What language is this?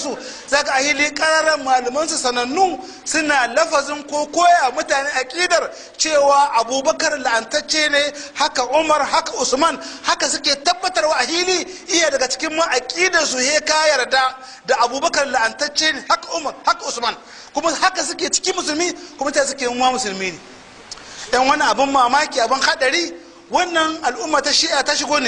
Hausa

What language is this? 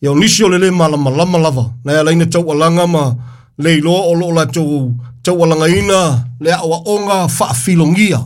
Samoan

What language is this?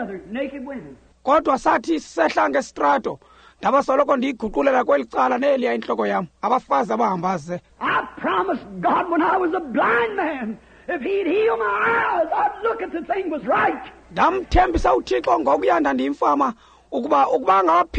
Xhosa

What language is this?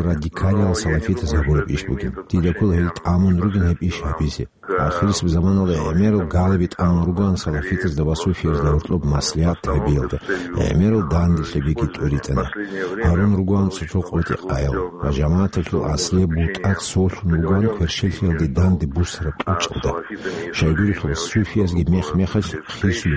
Avaric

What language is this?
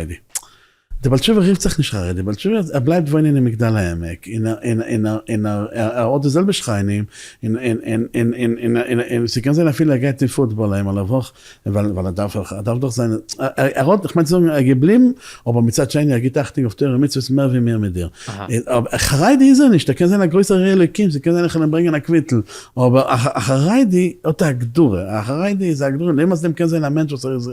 Yiddish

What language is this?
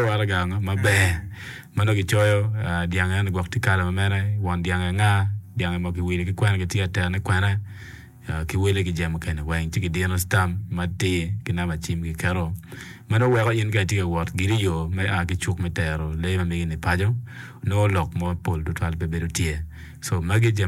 Acoli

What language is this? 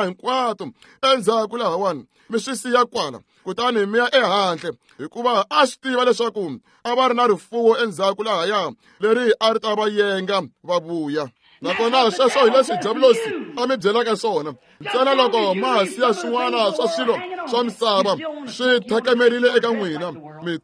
Tsonga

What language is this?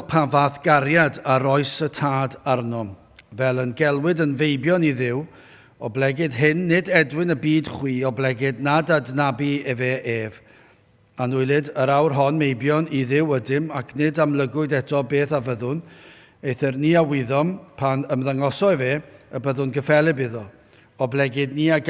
Welsh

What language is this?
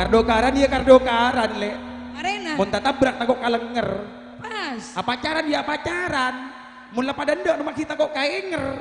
Madurese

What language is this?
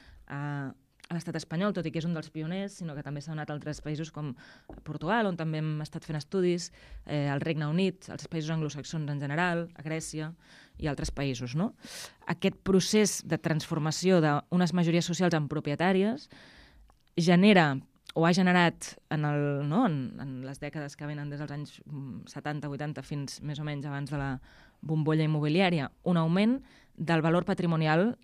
Catalan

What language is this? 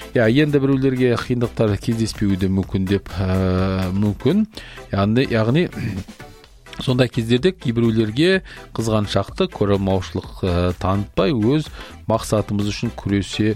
Kazakh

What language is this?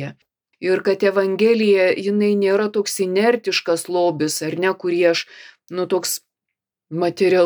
Lithuanian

